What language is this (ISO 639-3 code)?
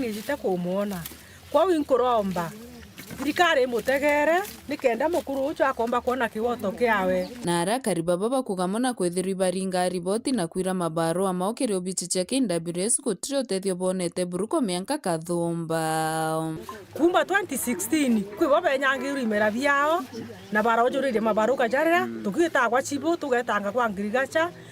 mer